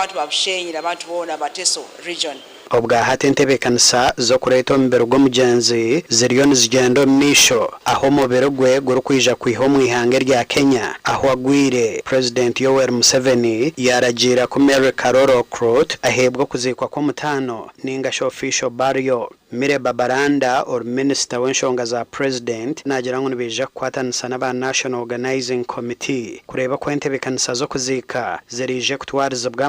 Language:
Nyankole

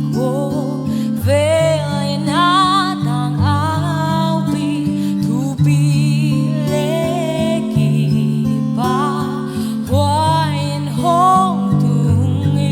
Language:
Paite Chin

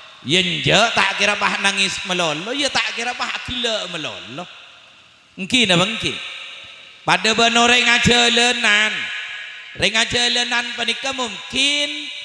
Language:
Madurese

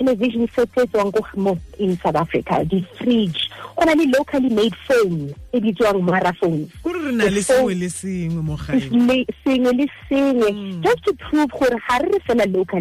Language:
Southern Sotho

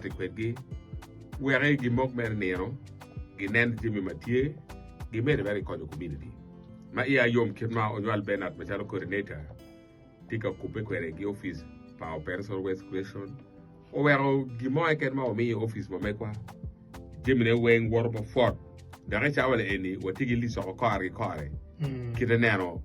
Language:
Acoli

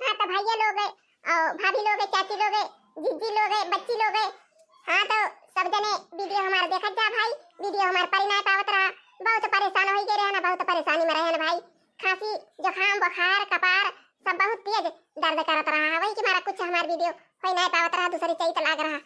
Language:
Awadhi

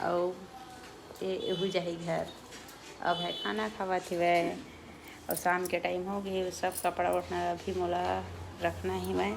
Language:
Chhattisgarhi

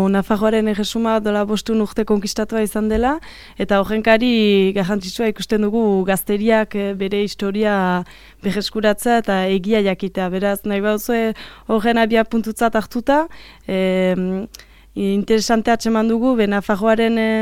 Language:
Basque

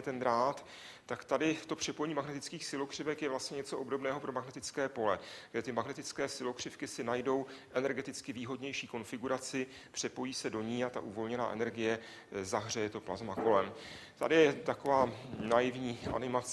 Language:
Czech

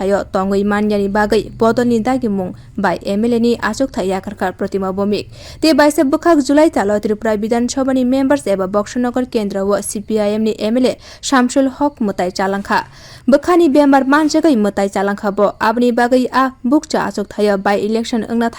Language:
Kok Borok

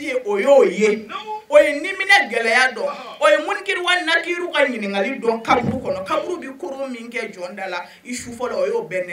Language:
Bambara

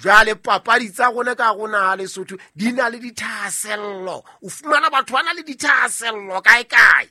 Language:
Southern Sotho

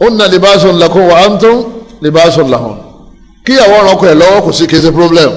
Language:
Yoruba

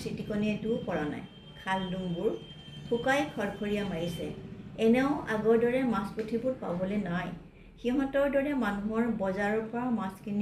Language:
Assamese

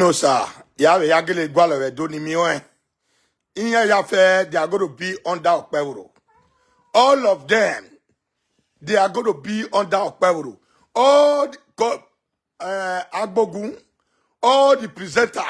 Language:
Nigerian Pidgin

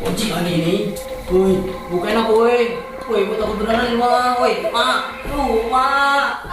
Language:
Betawi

